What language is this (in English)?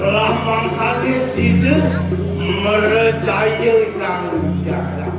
Balinese